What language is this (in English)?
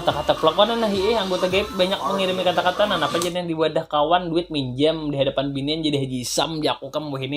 Banjar